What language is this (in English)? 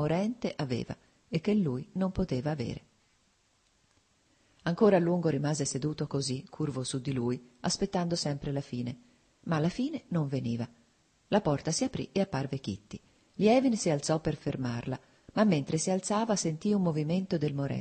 Italian